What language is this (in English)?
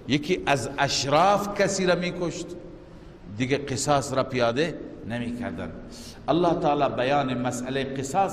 Persian